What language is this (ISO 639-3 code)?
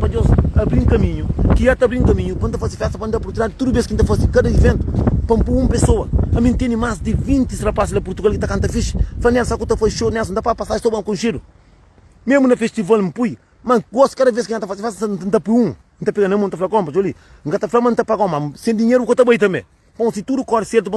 kea